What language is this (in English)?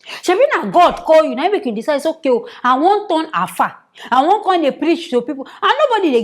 Nigerian Pidgin